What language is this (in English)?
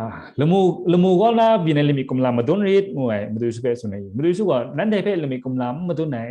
Kachin